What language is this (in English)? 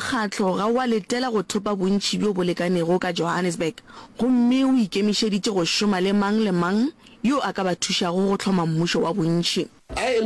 Northern Sotho